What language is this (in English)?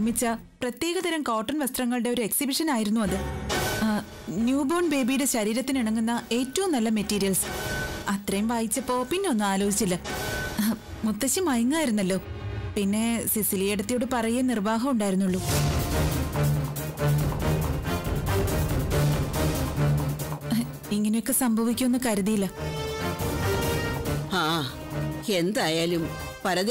Malayalam